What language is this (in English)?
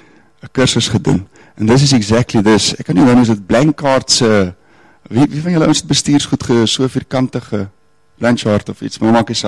Afrikaans